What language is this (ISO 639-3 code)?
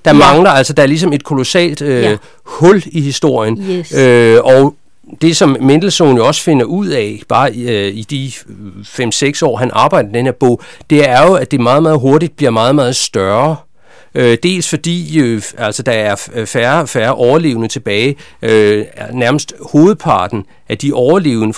dan